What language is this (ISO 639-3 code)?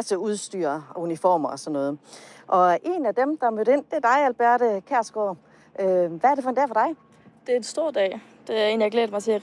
dan